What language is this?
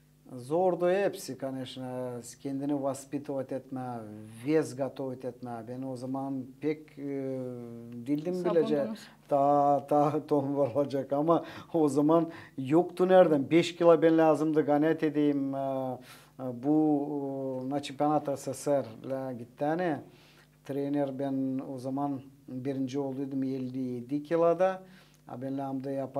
Gagauz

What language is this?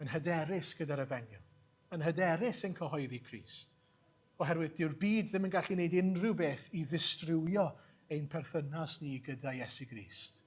Welsh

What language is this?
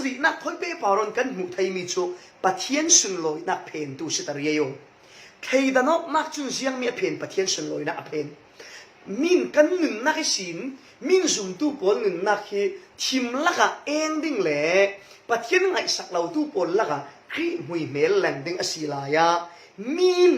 Falam Chin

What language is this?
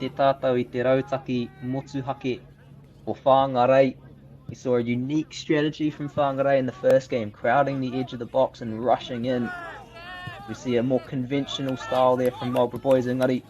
Māori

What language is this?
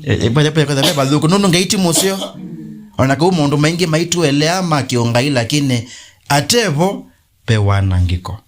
Kamba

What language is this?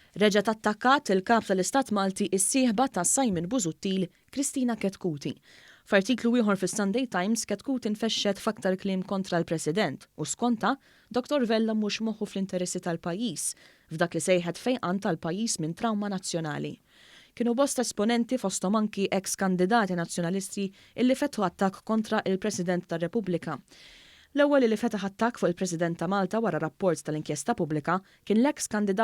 Maltese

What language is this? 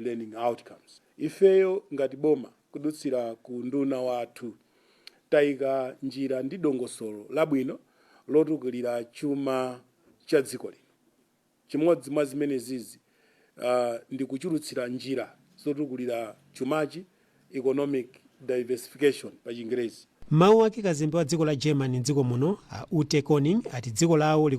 Nyanja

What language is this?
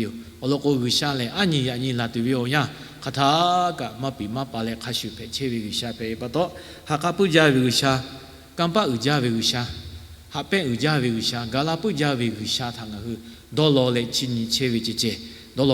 Lahu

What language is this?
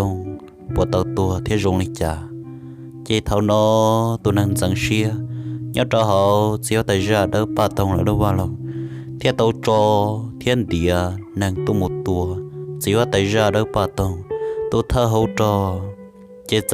Hmong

